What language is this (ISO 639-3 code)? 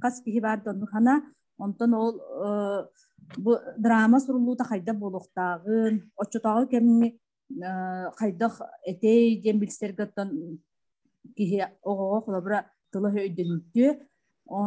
sah